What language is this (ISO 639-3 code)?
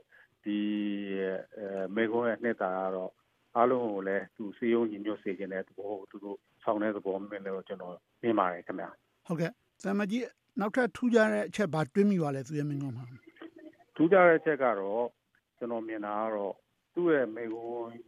mya